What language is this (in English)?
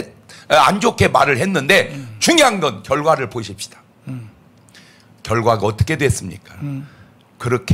Korean